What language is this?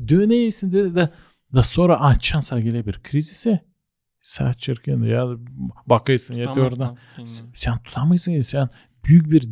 Gagauz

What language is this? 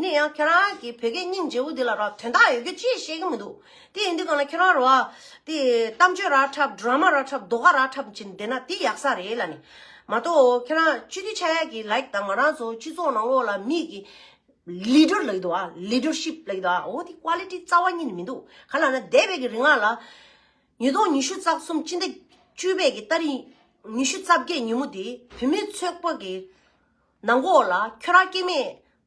Tibetan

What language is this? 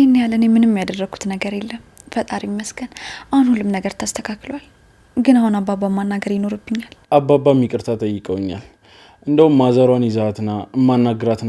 Amharic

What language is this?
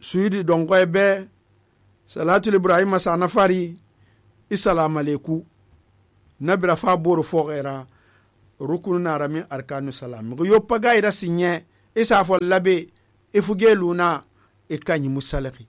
Susu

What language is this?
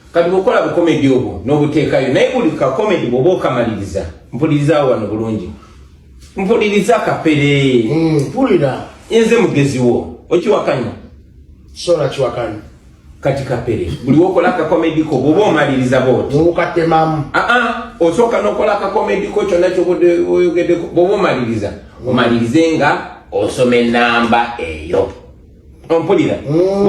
Ganda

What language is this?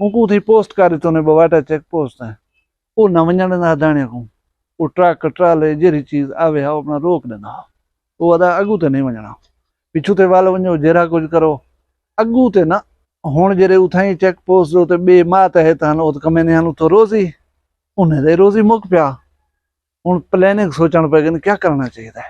Saraiki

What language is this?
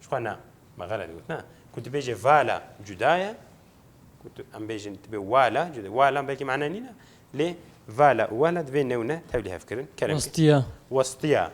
Kurdish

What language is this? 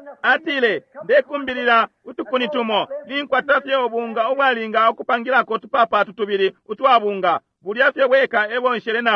Bemba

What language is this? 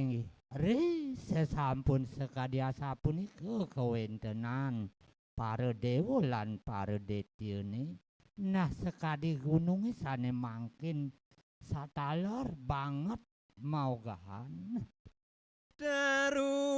Balinese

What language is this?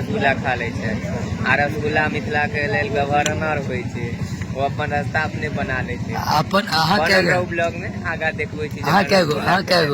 Maithili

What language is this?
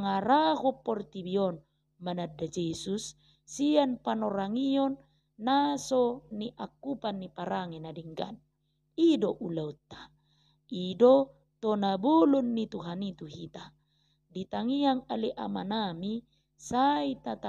Batak Toba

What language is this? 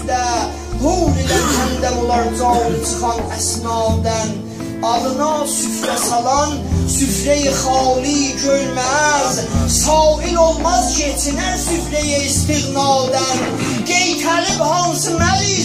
South Azerbaijani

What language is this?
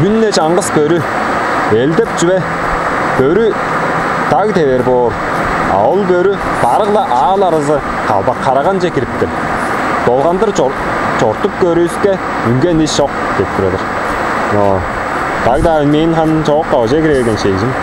Tuvinian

